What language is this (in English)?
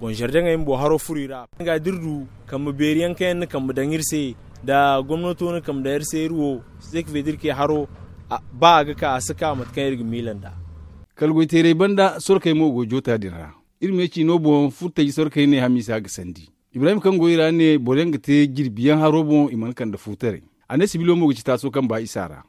Zarma